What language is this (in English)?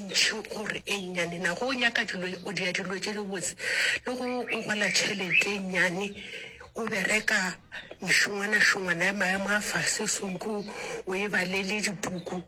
Northern Sotho